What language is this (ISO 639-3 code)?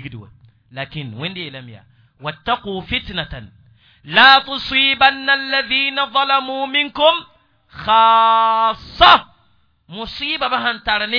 mos